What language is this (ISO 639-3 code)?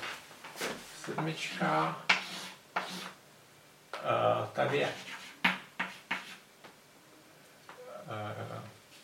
ces